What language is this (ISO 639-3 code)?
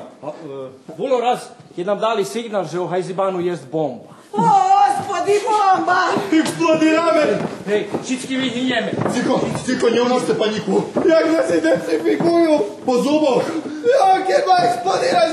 rue